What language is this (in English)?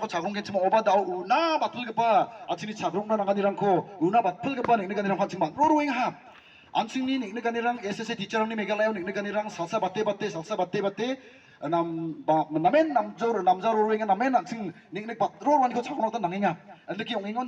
Garo